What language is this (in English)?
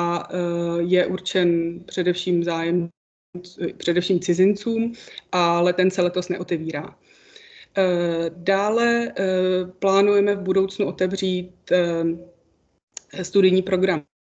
Czech